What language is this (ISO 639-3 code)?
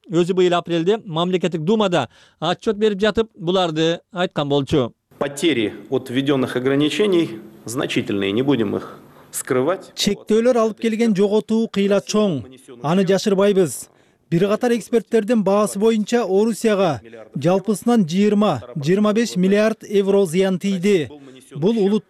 kir